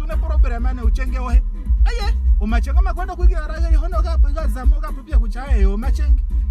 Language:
Ndonga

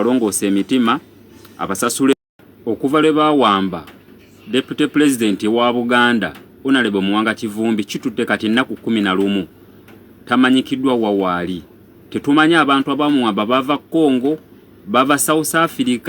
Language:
Ganda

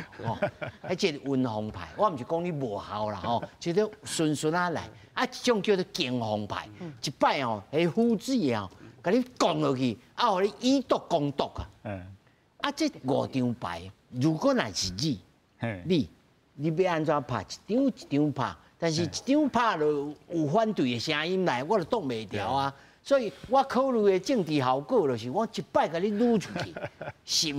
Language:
Min Nan Chinese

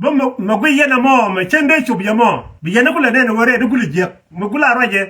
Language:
Nuer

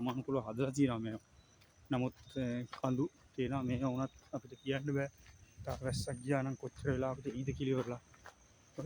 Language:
Sinhala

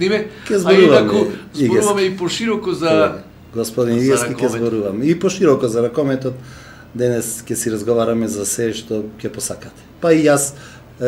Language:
Macedonian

